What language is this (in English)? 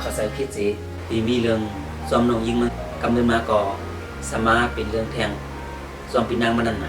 Shan